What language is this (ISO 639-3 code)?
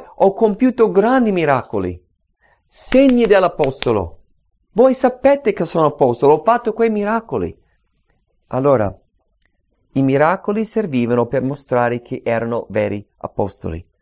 ita